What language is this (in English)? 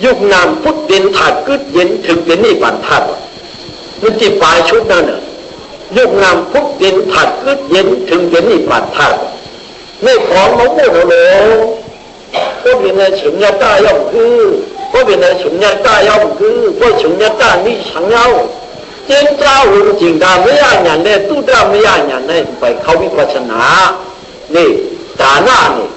Shan